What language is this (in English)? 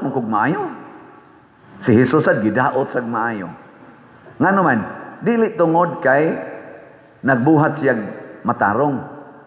Cebuano